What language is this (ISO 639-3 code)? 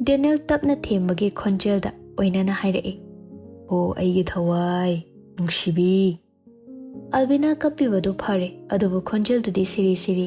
mni